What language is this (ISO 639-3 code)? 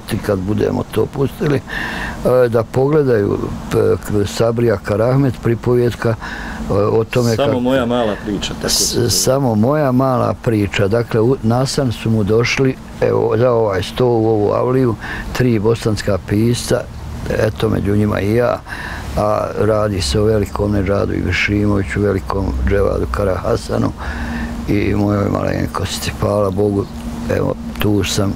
bos